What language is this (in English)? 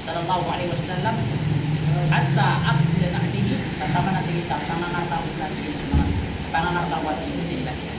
Maranao